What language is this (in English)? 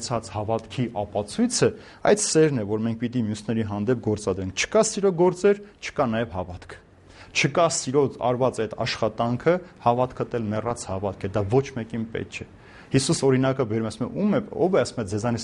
Armenian